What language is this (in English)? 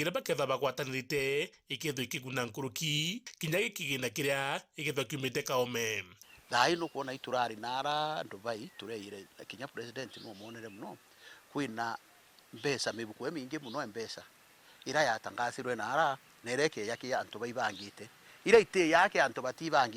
Meru